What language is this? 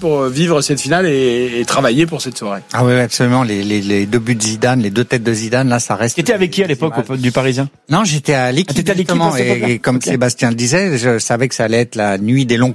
French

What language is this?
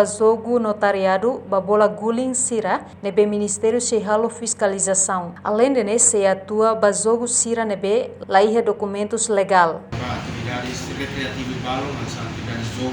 Tetum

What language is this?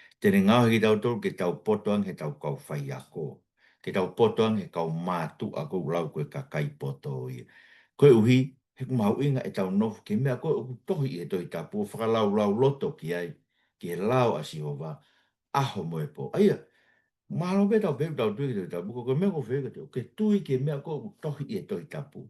Tongan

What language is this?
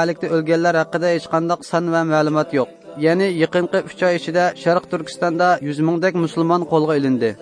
Uyghur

